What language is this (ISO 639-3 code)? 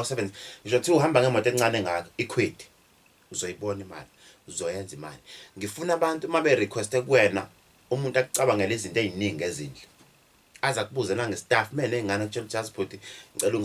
zul